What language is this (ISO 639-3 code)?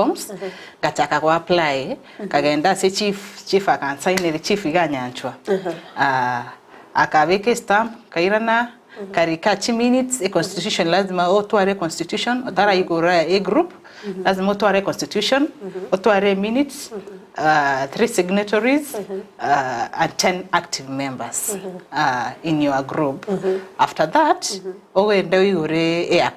guz